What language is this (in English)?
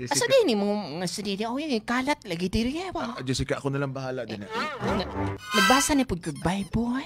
Cebuano